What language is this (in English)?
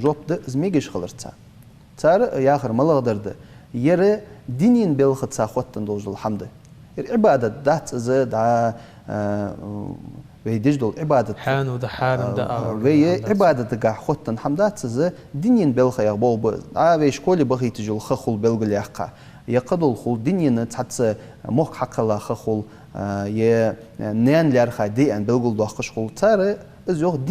Ingush